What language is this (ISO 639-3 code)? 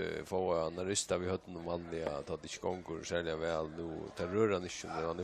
fao